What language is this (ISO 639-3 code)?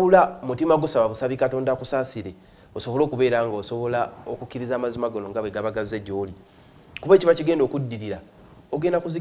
lug